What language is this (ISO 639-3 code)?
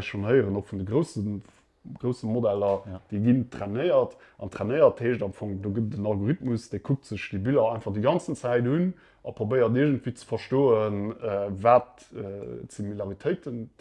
ltz